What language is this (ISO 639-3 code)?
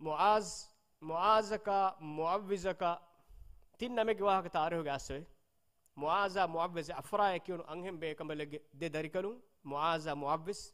div